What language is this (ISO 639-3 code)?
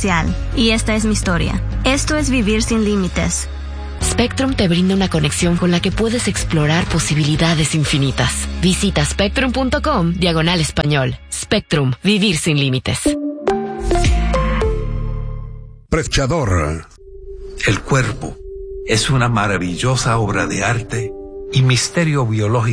spa